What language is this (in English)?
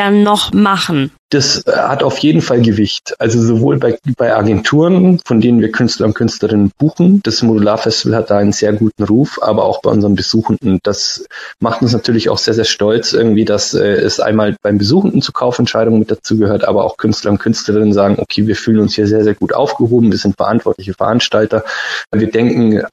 German